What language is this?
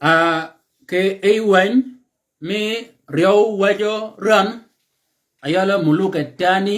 Shilluk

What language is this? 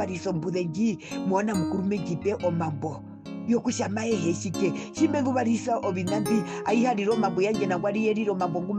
Herero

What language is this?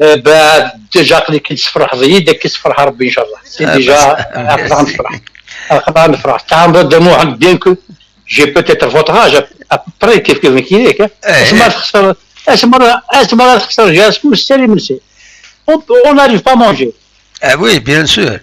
Kabyle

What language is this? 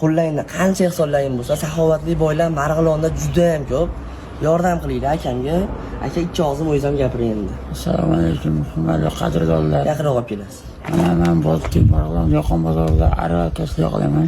Uzbek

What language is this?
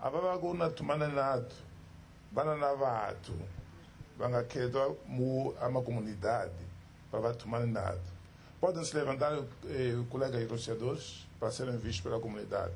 Tsonga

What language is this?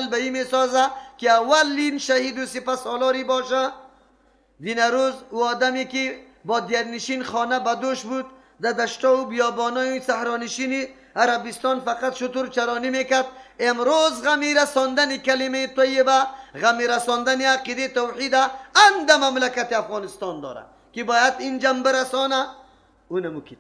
Persian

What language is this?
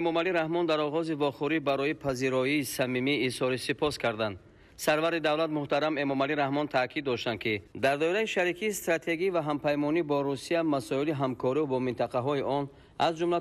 Tajik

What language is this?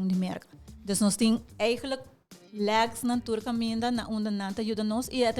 Papiamento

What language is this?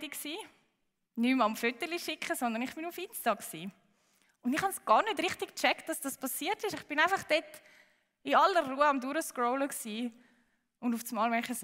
Swiss German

